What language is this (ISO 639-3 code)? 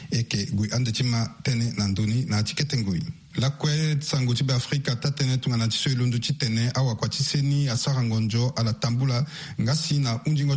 sag